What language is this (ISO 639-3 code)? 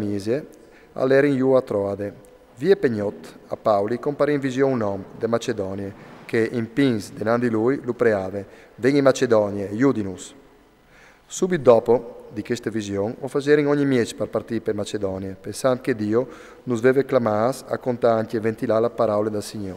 fur